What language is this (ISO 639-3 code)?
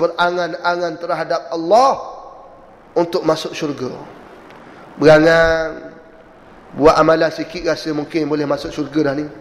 msa